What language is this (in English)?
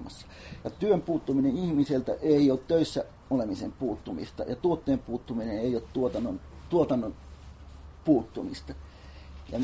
Finnish